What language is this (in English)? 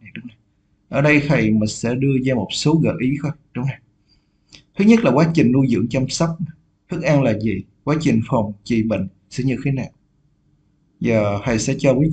Vietnamese